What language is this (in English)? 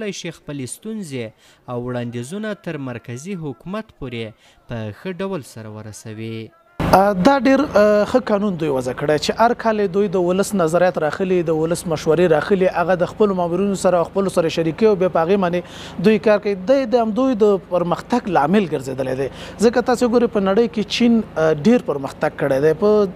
Pashto